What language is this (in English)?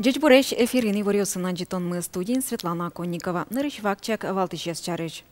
Udmurt